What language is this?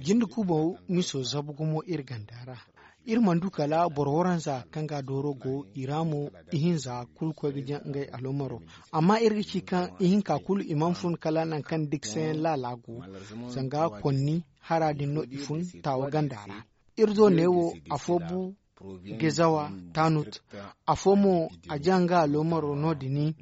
Zarma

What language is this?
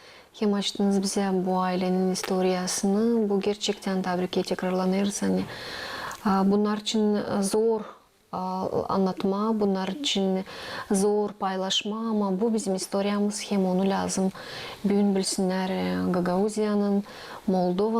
Gagauz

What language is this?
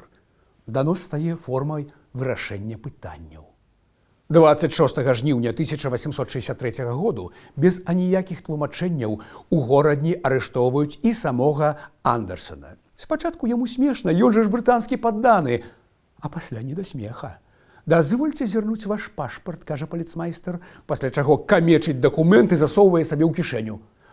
Belarusian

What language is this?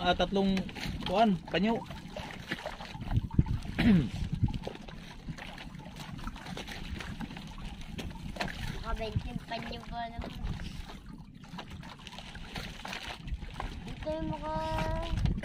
Filipino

